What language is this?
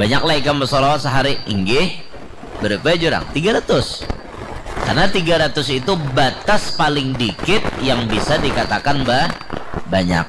Banjar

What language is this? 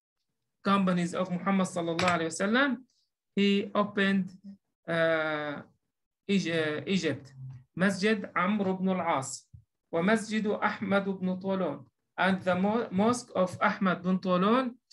English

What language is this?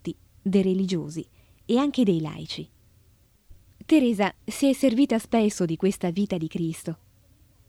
Italian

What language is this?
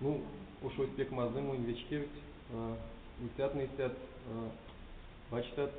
Erzya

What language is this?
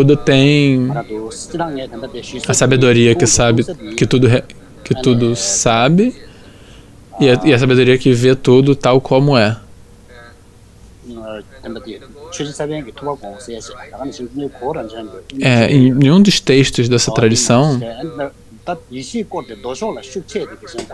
Portuguese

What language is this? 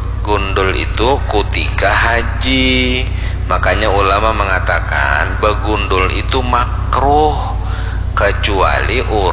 Banjar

